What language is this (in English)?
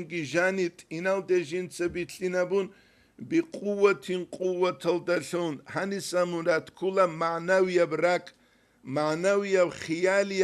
Avaric